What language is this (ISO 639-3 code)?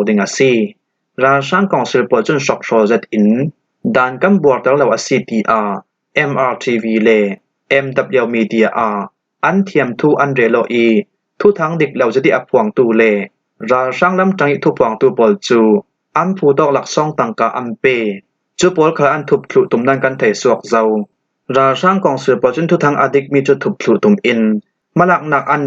cfm